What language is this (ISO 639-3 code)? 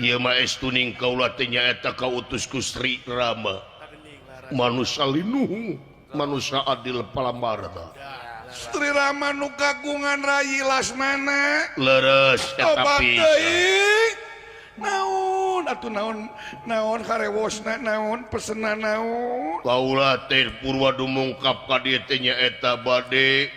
sun